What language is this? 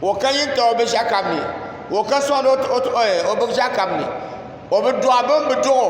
Dagbani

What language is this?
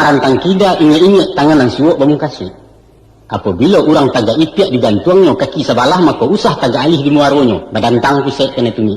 Minangkabau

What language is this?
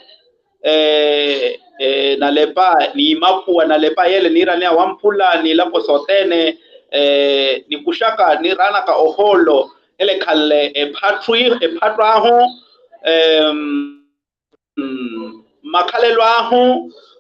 Makhuwa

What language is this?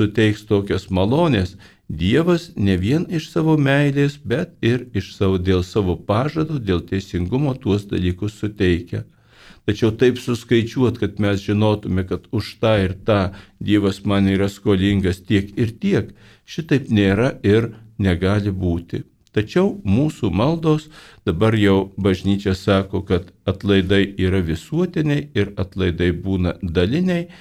Lithuanian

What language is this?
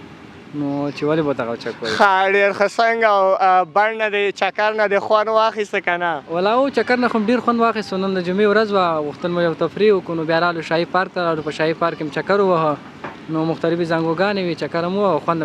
Pashto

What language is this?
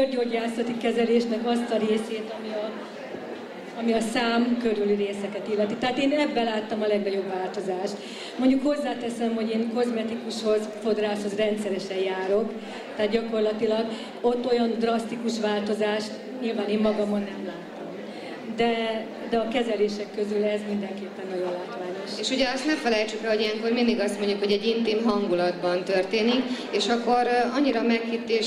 Hungarian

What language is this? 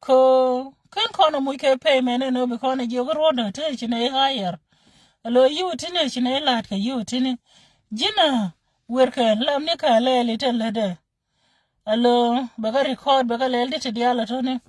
Nuer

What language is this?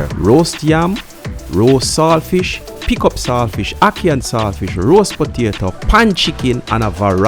Jamaican Creole English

